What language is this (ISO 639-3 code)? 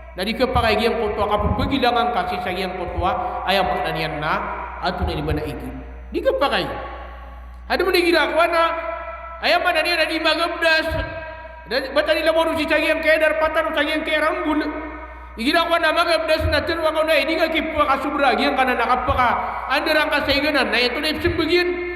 mrw